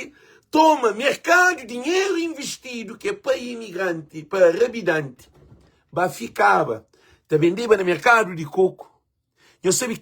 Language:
Kabuverdianu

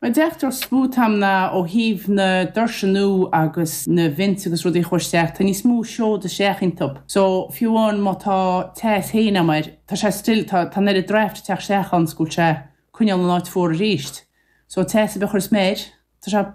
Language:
Irish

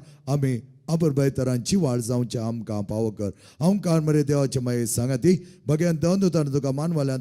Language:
Konkani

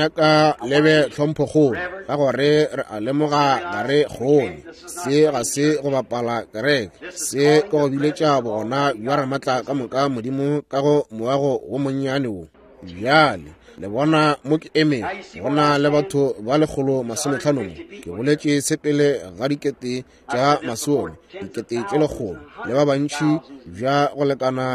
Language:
Northern Sotho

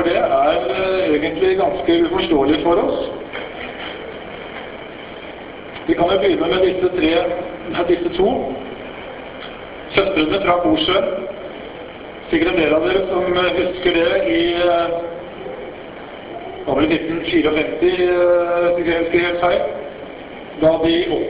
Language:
Norwegian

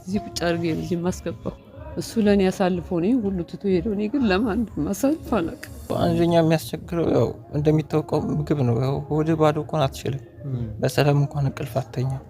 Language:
Amharic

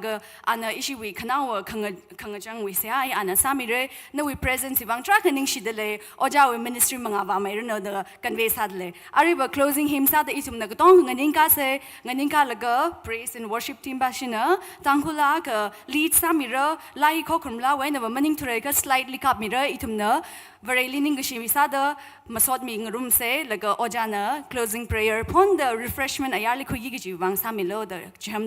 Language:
Tangkhul Naga (India)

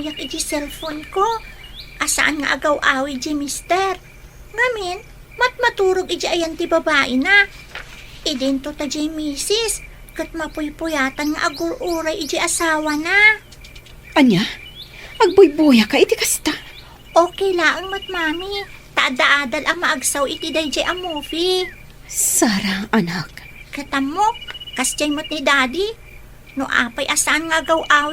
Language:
Iloko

